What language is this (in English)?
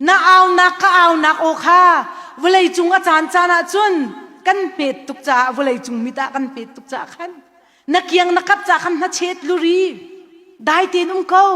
Hakha Chin